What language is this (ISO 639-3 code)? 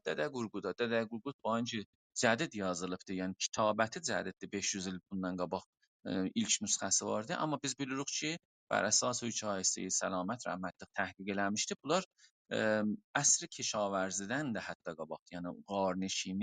azb